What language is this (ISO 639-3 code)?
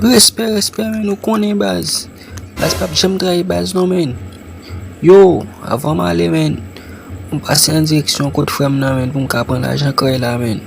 hat